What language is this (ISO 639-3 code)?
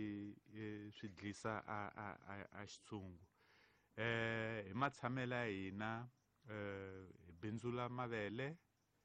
tso